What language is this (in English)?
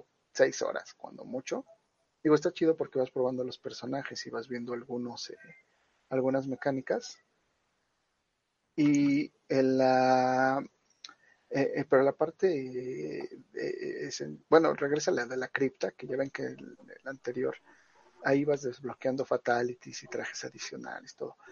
Spanish